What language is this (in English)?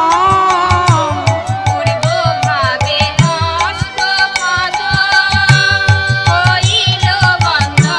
Bangla